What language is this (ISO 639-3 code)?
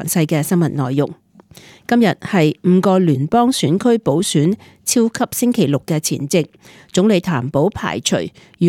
yue